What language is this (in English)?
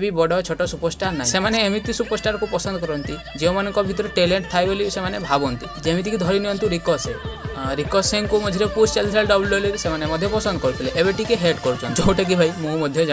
Odia